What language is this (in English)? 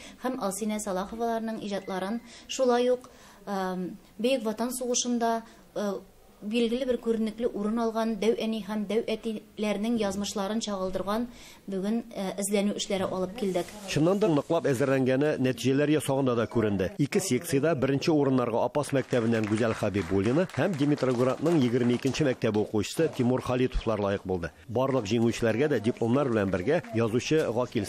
Tatar